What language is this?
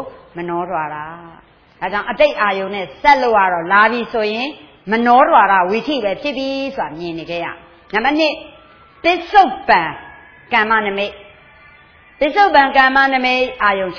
Burmese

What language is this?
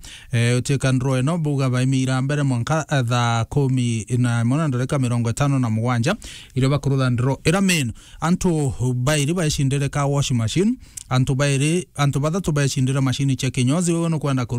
Meru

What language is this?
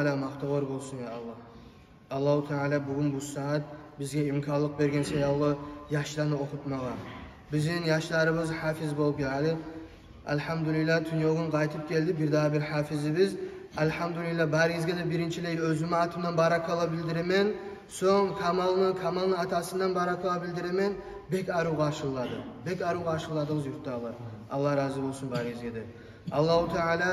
Kumyk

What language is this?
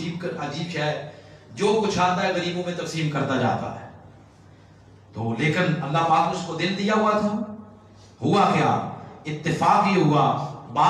Urdu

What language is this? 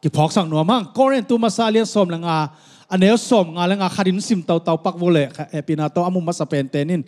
Tedim Chin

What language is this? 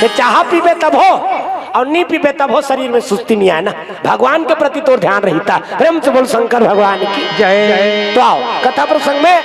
Chhattisgarhi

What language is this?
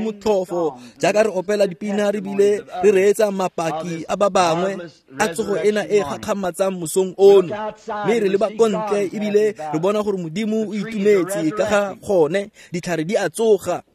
Tswana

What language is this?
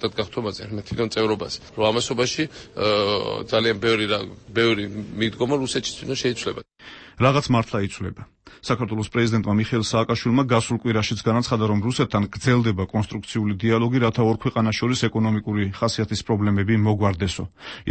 Georgian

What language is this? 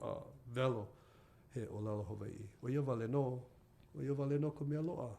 Hawaiian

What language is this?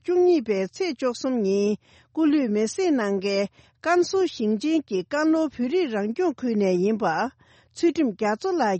Tibetan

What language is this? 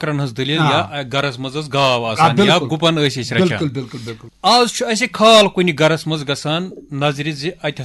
Kashmiri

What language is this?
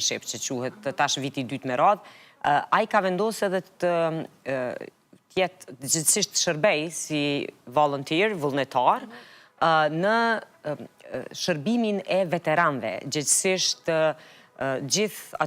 Albanian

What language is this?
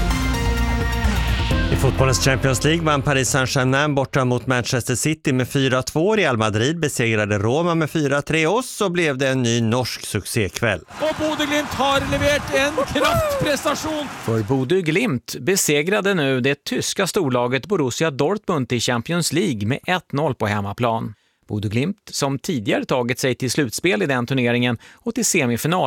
Swedish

